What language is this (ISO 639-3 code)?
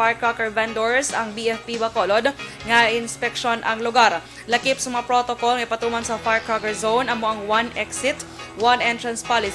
hil